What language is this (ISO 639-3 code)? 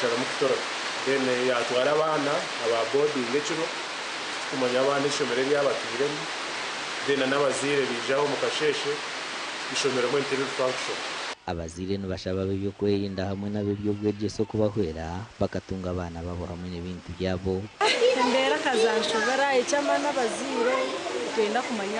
nyn